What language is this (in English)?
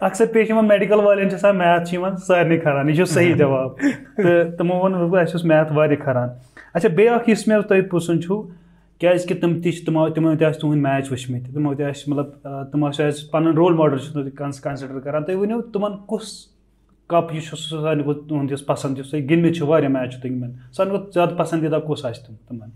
Kashmiri